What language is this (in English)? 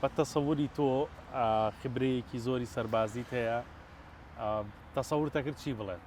Central Kurdish